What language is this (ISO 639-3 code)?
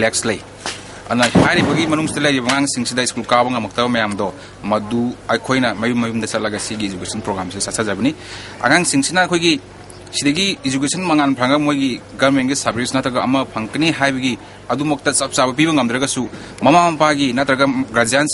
mni